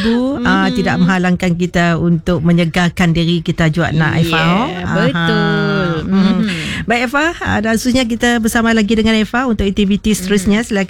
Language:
Malay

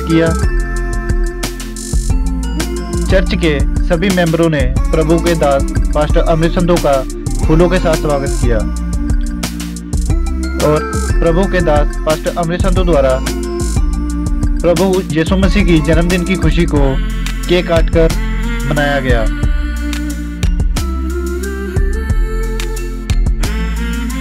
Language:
Hindi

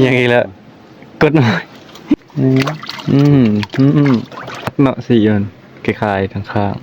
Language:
Northeastern Thai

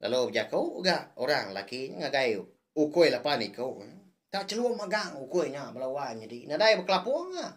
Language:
Iban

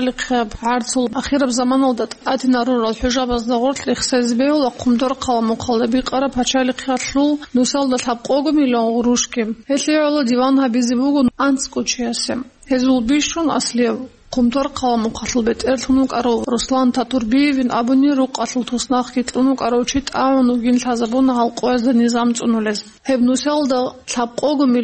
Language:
Avaric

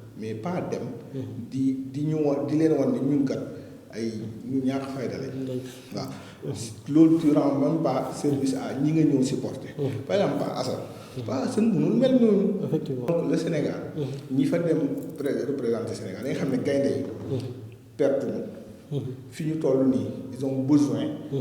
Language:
Wolof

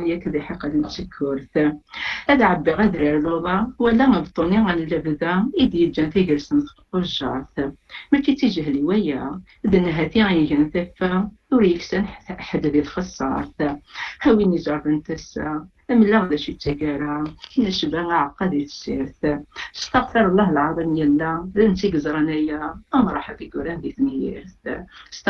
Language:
Kabyle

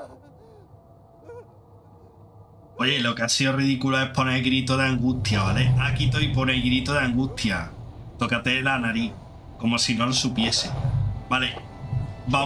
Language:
Spanish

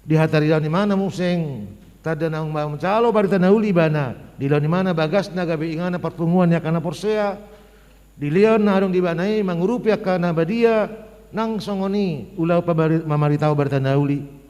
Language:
Batak Toba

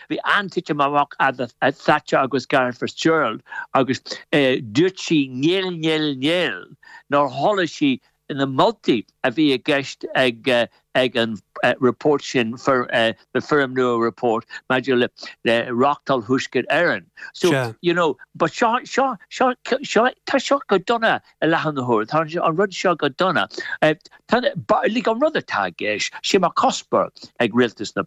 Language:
Irish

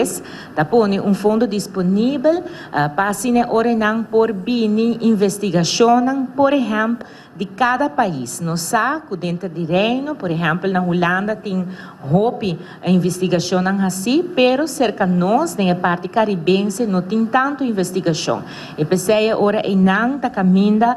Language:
Papiamento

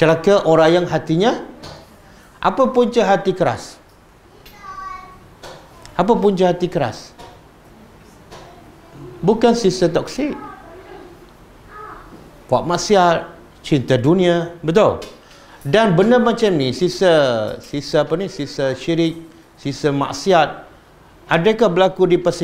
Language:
Malay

